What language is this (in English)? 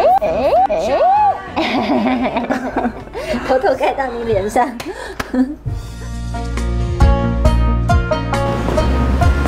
Chinese